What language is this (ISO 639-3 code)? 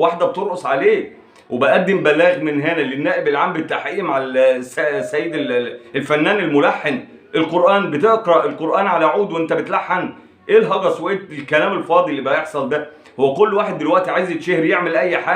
arz